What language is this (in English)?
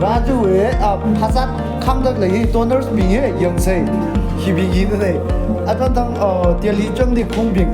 Tangkhul Naga (India)